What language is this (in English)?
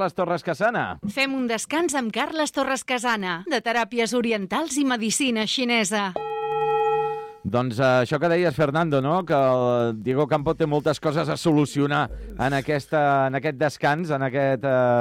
Catalan